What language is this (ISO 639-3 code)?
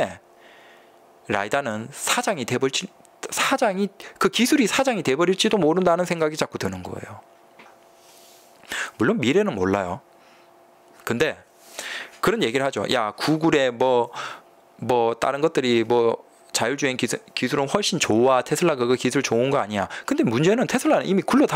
kor